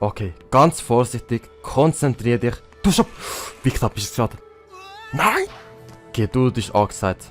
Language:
Swiss German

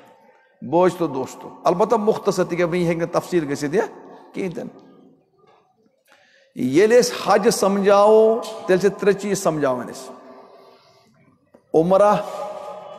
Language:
Kashmiri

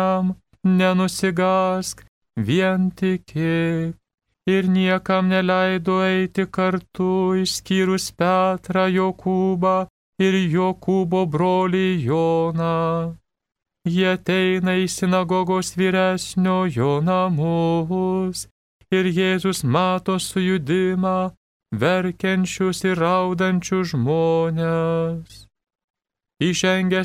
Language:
Lithuanian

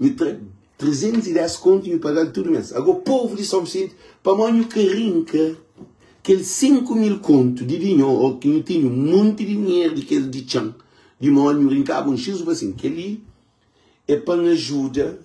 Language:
Kabuverdianu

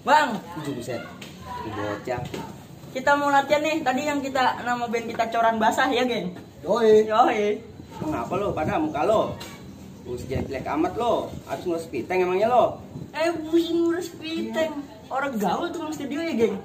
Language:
Betawi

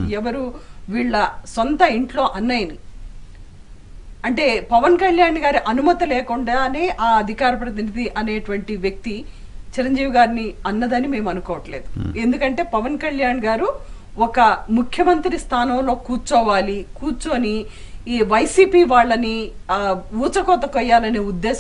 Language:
Telugu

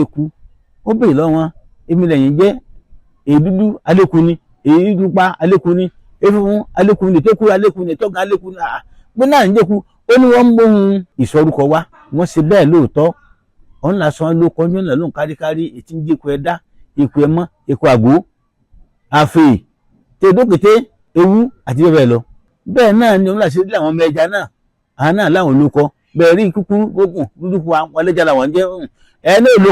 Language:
Yoruba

